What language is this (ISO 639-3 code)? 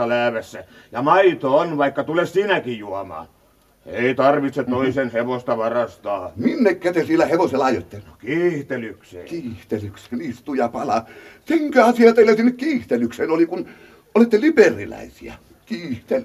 fin